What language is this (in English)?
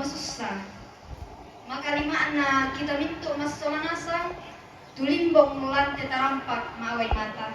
Toraja-Sa'dan